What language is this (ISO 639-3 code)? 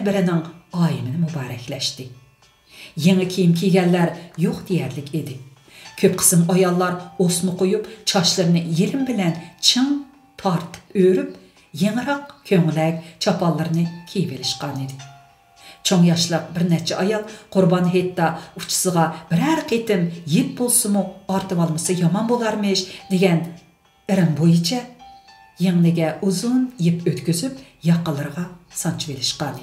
uig